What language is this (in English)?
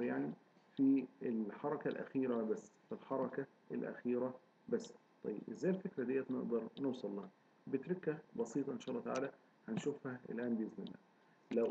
Egyptian Arabic